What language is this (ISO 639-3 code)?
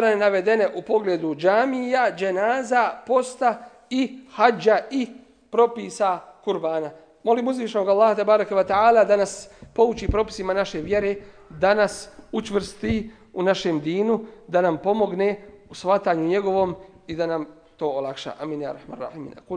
bos